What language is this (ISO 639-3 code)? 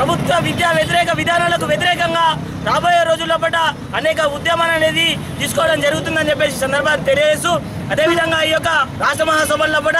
tel